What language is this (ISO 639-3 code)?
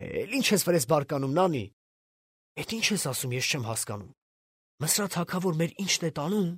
hye